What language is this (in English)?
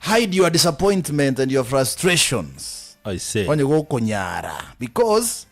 Gusii